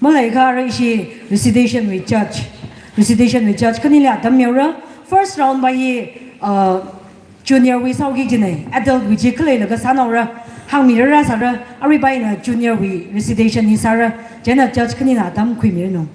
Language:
Tangkhul Naga (India)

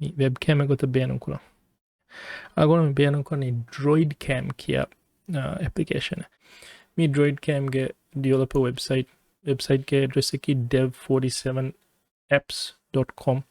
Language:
Divehi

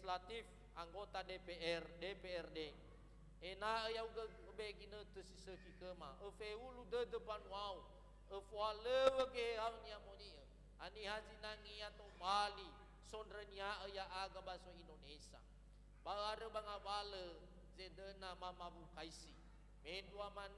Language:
Nias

